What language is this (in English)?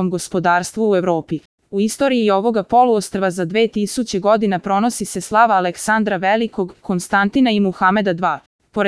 Serbian